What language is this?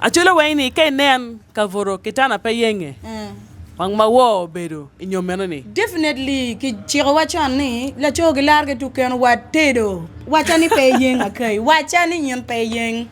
Acoli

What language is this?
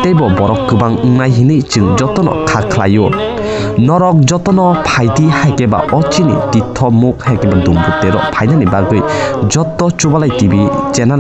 Kok Borok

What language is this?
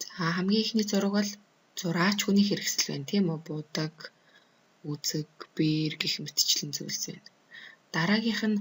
Mongolian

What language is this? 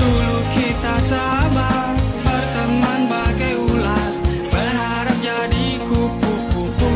Musi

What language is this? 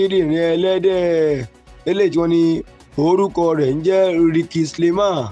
Yoruba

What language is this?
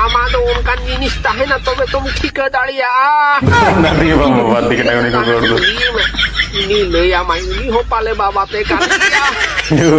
Santali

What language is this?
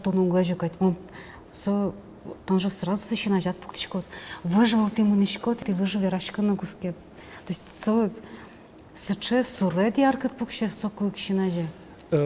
Udmurt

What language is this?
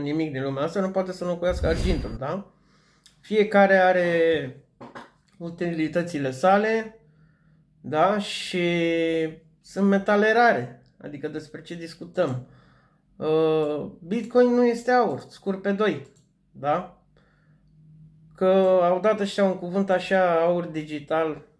Romanian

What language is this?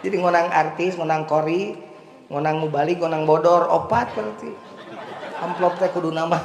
Sundanese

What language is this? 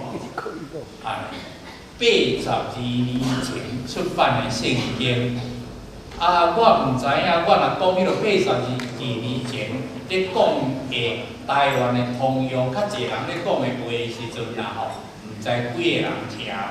Min Nan Chinese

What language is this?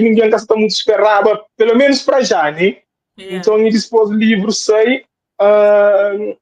Kabuverdianu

